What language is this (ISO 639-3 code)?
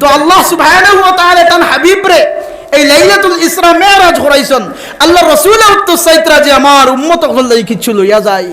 syl